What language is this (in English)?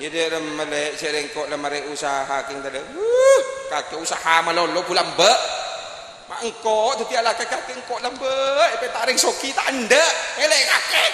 Madurese